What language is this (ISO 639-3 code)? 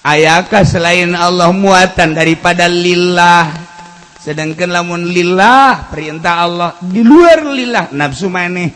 sun